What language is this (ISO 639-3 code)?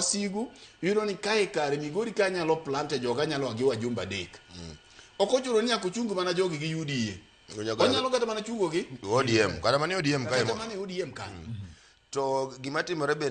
luo